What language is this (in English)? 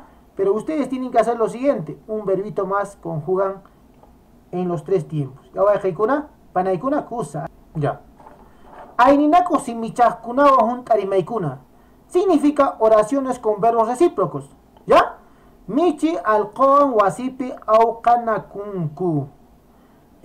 Quechua